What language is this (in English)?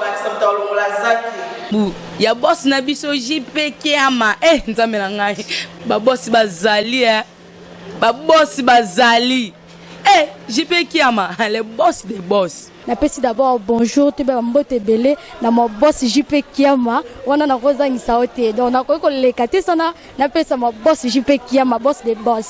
Lingala